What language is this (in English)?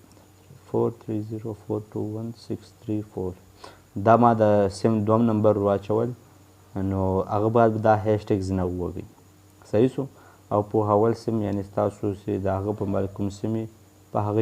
Pashto